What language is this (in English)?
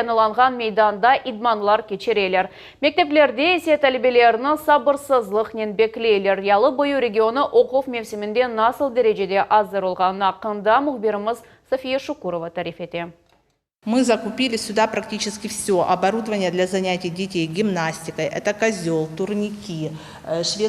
Crimean Tatar